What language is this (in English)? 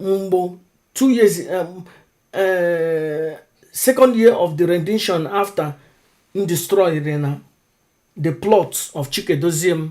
Igbo